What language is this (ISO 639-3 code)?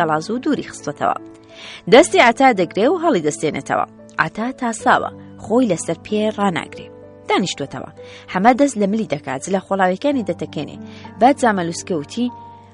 ckb